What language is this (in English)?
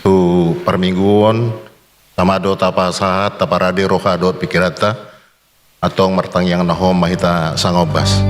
Batak Toba